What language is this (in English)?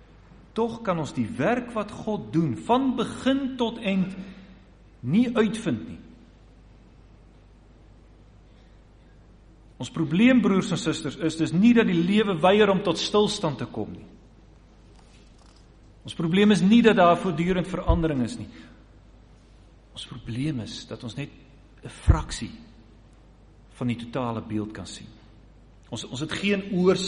Afrikaans